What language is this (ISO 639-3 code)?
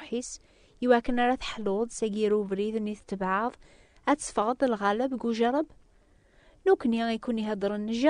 kab